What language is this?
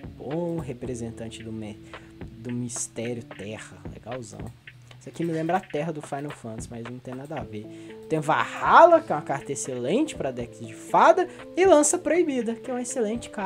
Portuguese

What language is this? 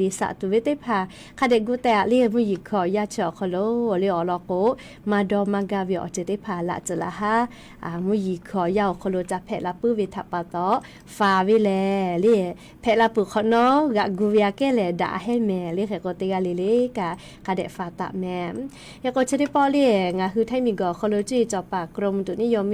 Lahu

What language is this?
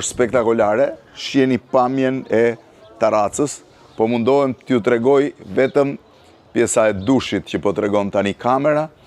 Albanian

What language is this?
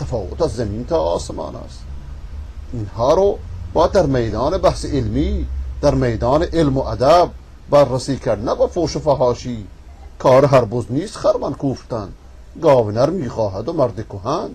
Persian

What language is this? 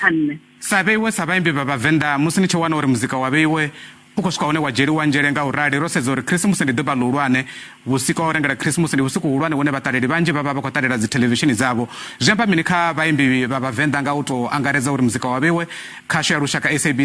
Venda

